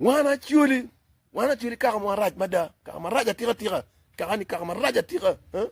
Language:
Acoli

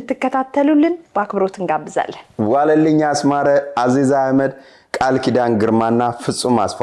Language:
Amharic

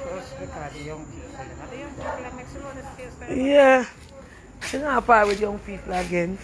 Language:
Jamaican Creole English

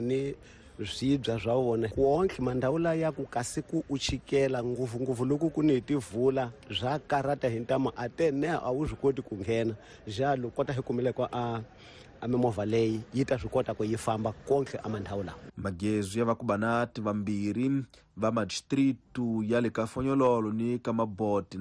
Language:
Tsonga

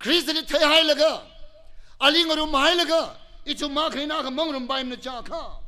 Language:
Tangkhul Naga (India)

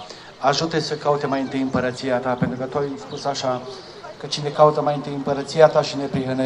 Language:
Romanian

